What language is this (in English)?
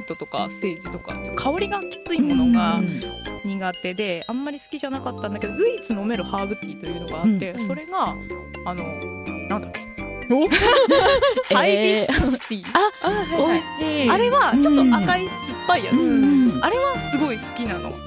Japanese